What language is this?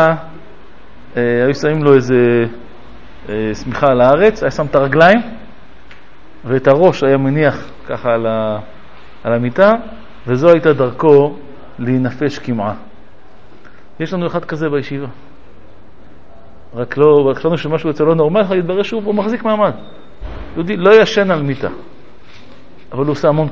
Hebrew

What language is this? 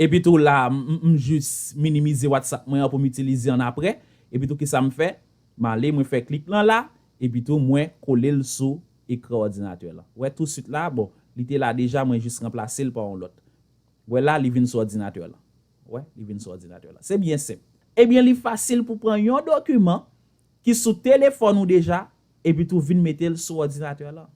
Haitian Creole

